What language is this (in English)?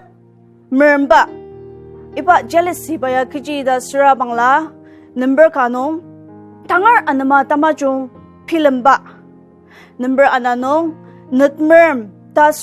Ao Naga